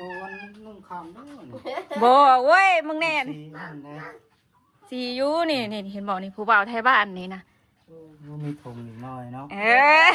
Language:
Northeastern Thai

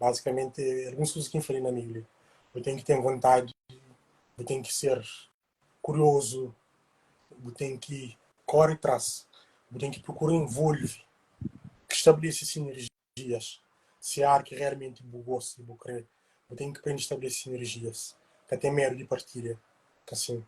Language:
Kabuverdianu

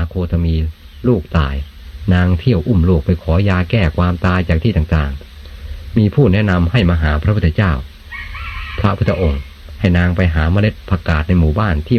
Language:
Thai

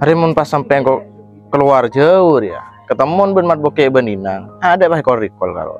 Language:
Madurese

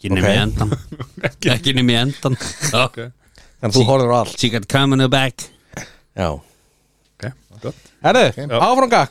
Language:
Icelandic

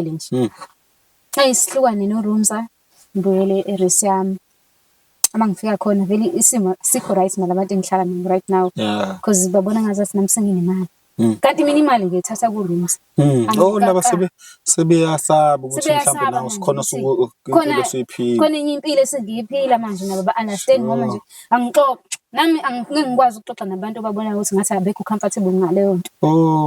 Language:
Zulu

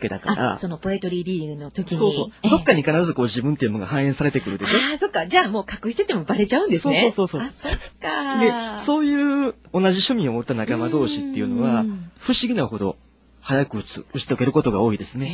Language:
Japanese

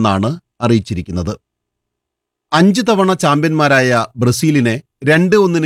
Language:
Malayalam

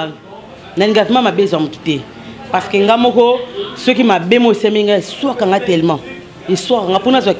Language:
Lingala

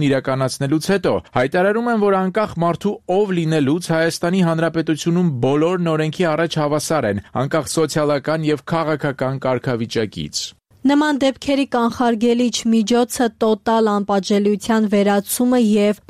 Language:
Armenian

